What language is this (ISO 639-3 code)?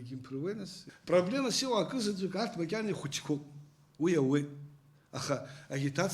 abk